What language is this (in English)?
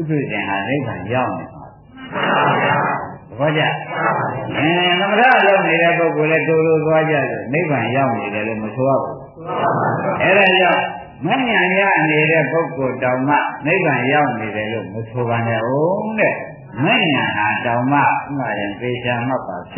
Burmese